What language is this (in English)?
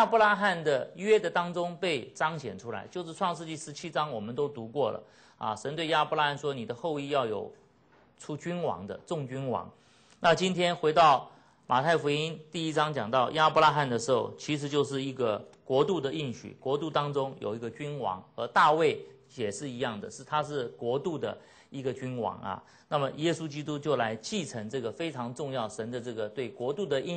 Chinese